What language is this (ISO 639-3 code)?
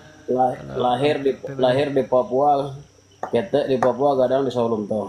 min